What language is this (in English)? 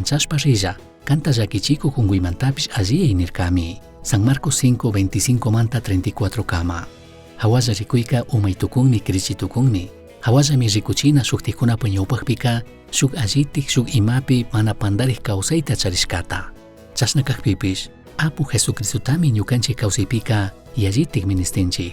Chimborazo Highland Quichua